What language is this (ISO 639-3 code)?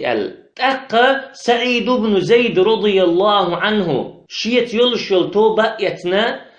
che